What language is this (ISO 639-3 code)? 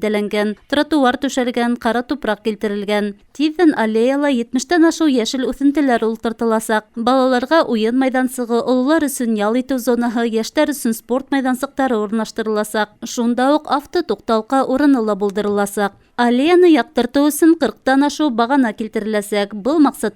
bak